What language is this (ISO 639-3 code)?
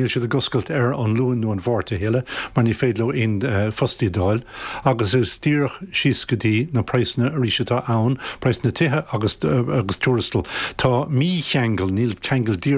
gle